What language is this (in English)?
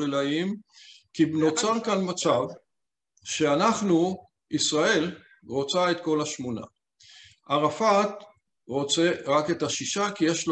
Hebrew